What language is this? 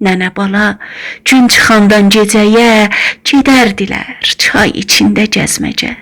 South Azerbaijani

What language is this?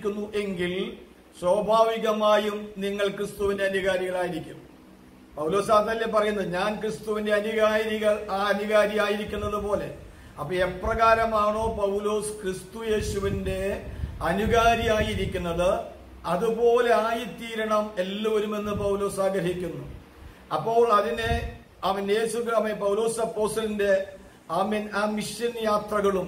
Malayalam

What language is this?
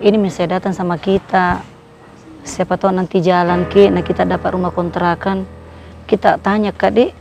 Makassar Malay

